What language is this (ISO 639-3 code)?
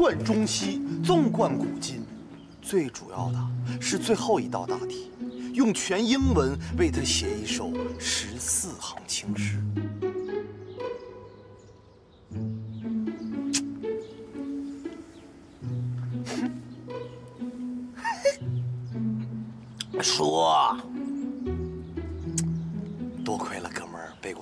zho